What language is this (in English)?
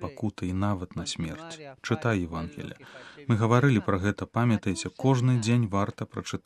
Belarusian